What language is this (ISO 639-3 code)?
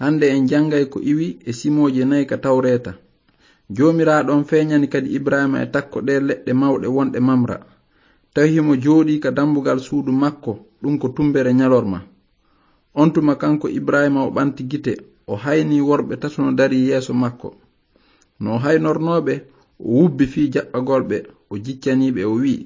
ful